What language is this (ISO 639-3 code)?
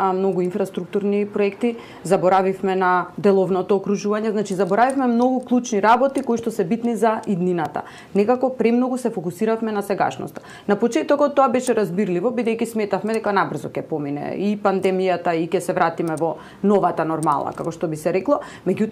mkd